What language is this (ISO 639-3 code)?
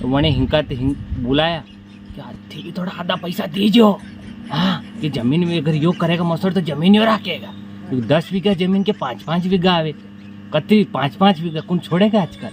raj